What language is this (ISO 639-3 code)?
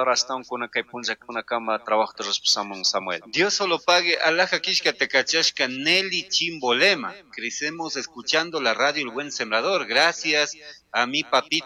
qug